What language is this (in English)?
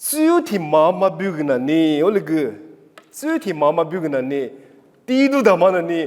Lisu